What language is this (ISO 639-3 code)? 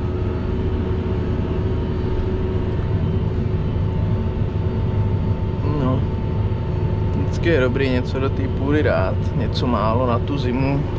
ces